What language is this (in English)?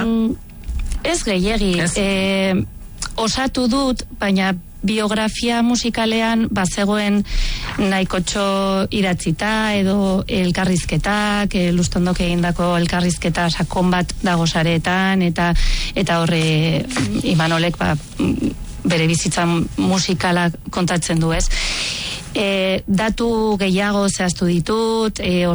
Basque